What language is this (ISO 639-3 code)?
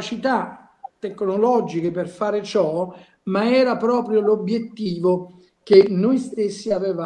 ita